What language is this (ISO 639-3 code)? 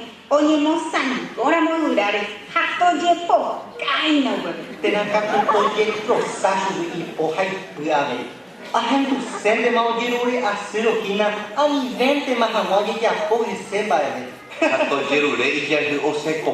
grn